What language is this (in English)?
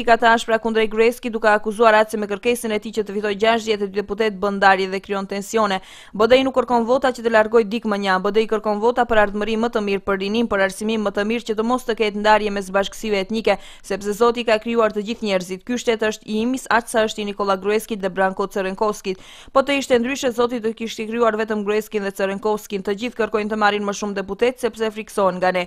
Albanian